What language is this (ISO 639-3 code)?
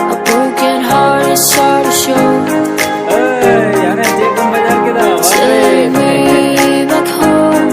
sat